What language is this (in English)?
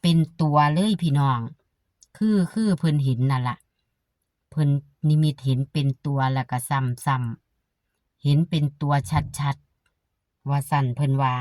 Northeastern Thai